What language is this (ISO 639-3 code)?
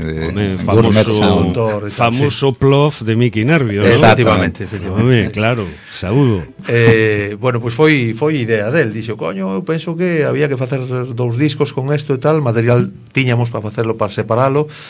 glg